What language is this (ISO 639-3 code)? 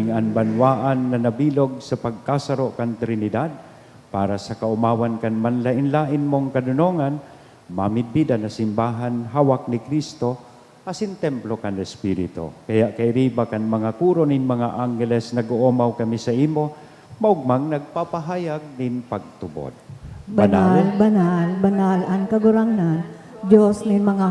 bik